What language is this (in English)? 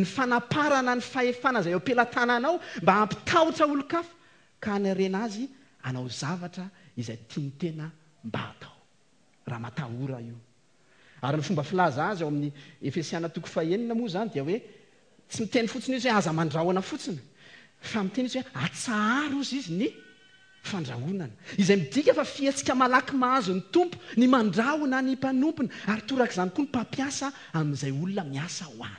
Malagasy